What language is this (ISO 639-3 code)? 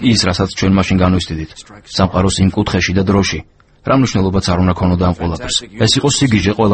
kat